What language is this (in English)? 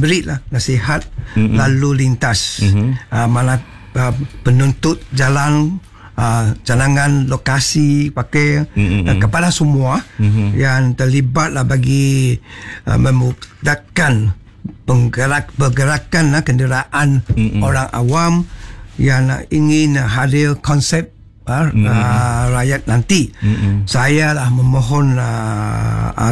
Malay